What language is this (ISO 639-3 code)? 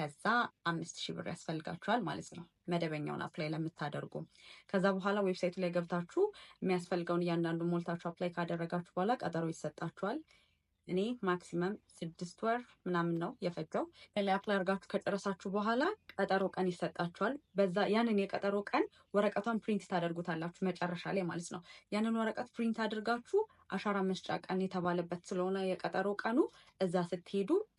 amh